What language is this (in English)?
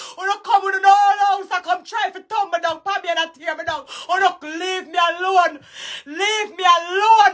Jamaican Creole English